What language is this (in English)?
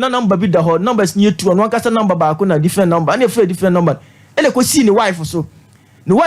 Akan